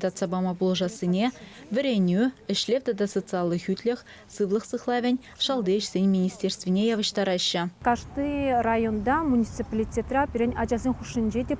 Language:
Chuvash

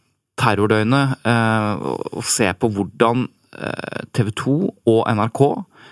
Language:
Norwegian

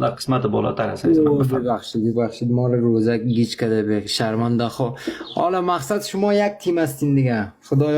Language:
Persian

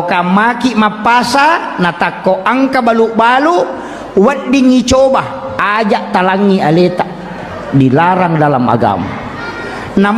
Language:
Buginese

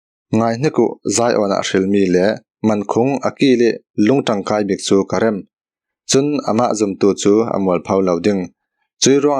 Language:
Falam Chin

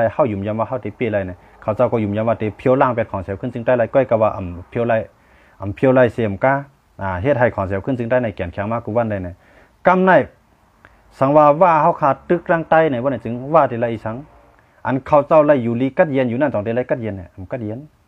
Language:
Shan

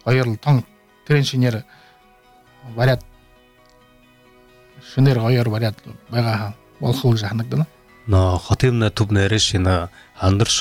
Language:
Buriat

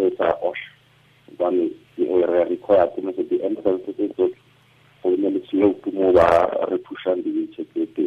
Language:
Tswana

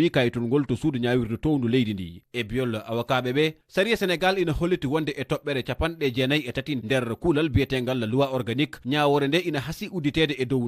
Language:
Fula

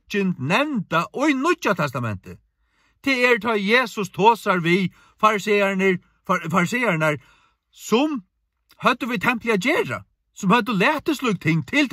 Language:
Faroese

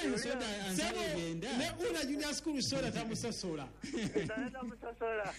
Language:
Ganda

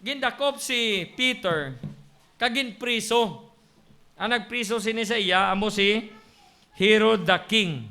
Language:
Hiligaynon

